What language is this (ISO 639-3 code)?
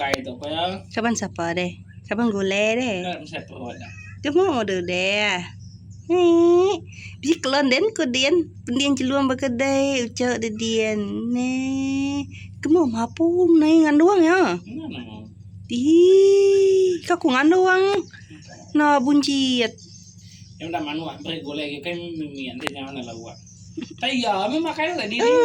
iba